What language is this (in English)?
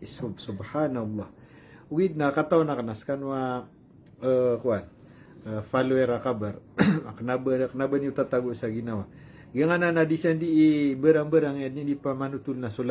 Maranao